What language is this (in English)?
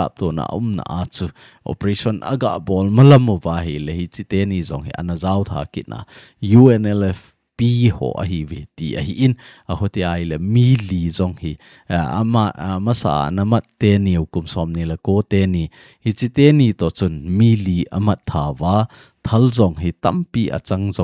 Thado Chin